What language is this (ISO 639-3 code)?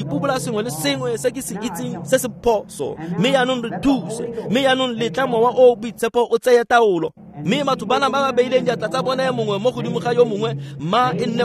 tsn